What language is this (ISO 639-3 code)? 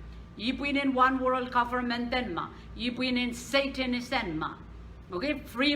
pon